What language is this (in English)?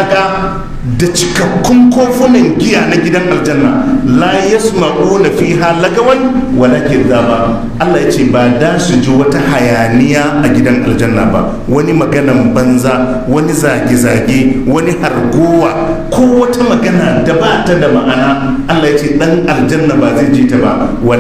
Hausa